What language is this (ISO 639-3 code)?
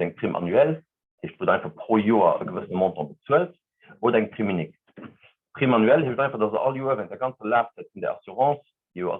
ltz